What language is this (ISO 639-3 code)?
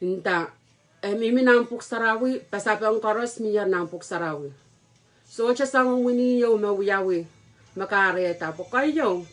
pon